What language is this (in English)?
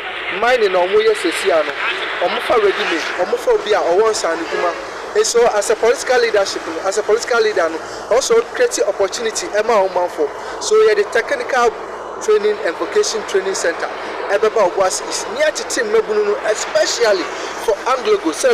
Akan